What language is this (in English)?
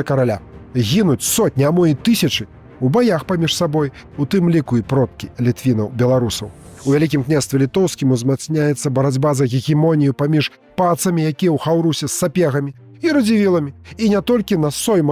Belarusian